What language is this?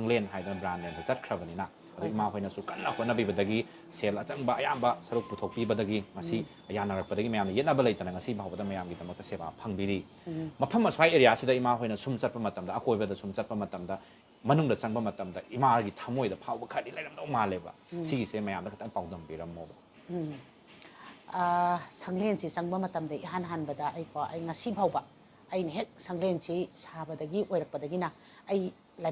Manipuri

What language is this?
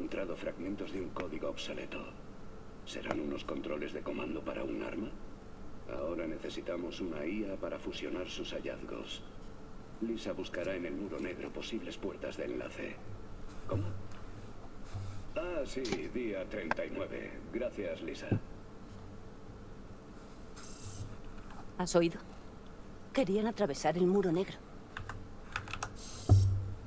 Spanish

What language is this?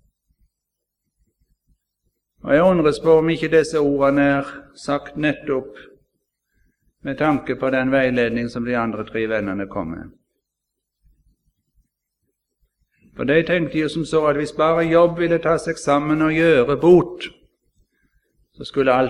Norwegian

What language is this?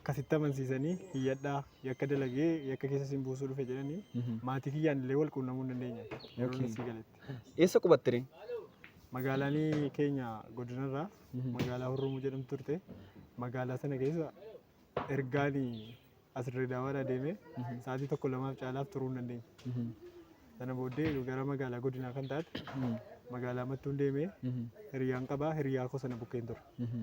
Oromo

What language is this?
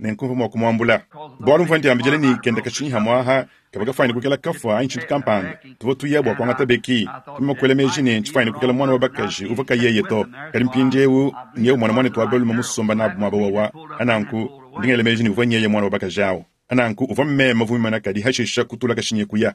Luba-Lulua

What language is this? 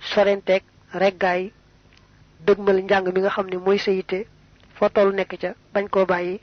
Wolof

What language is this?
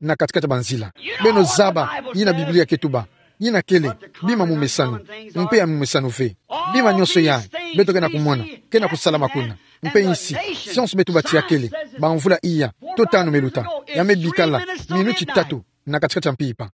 Kituba (Democratic Republic of Congo)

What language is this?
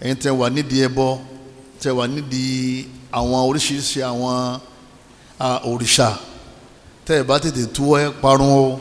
Yoruba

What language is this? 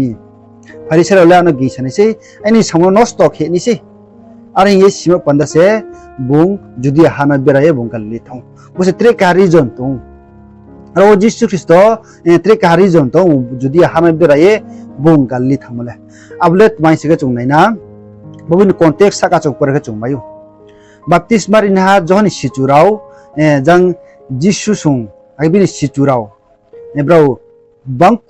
Riang (India)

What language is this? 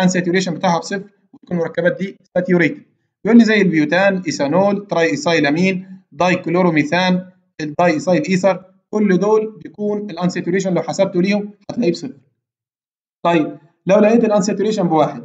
Egyptian Arabic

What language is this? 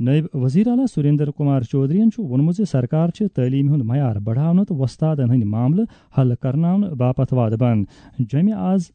Kashmiri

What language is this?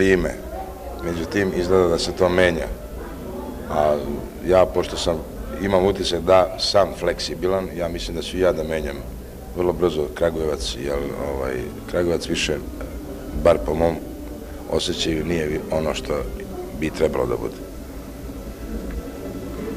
Serbian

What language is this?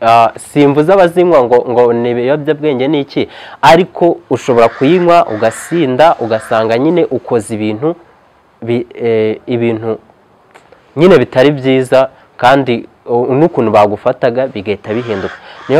Kinyarwanda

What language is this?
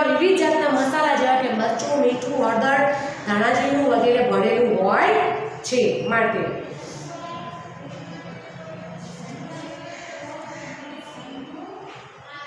Gujarati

